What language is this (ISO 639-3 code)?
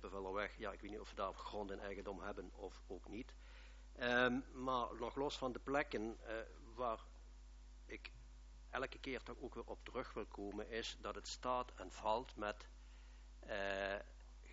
nld